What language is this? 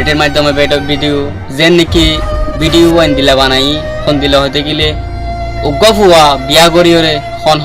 Rohingya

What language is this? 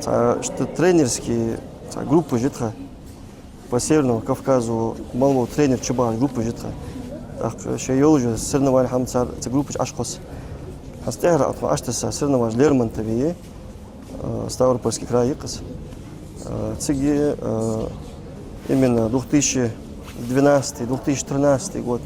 Ingush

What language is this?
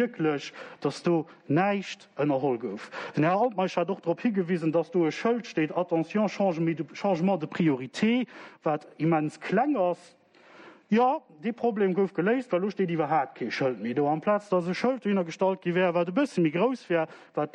Luxembourgish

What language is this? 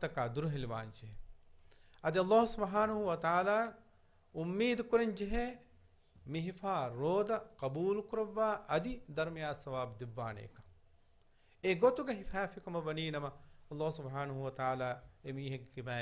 Divehi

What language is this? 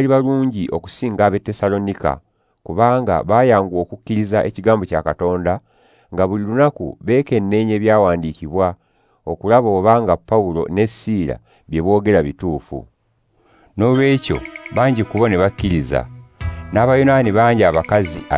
Ganda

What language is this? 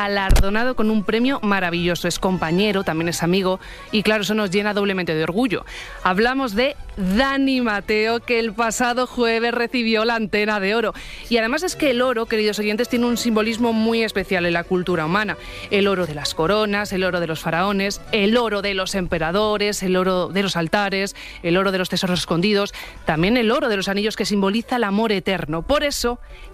Spanish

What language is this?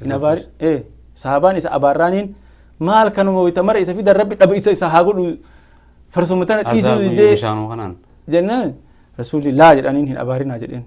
Oromo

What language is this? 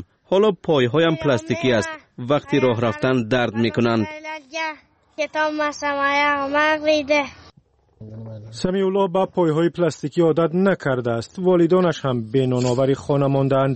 Persian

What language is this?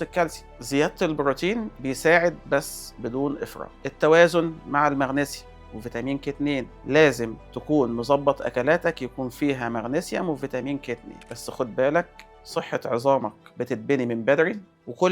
Egyptian Arabic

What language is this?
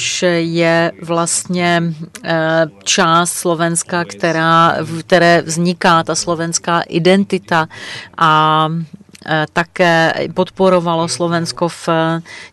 Czech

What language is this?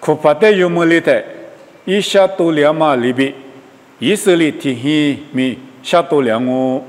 Lisu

